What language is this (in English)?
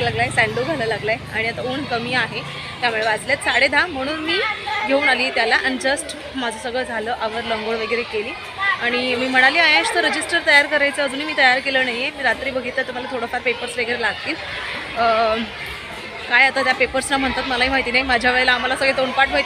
Marathi